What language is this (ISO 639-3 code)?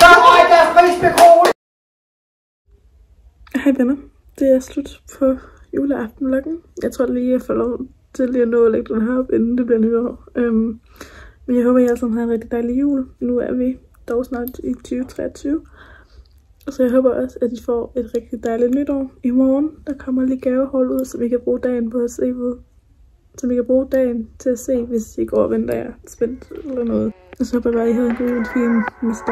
dan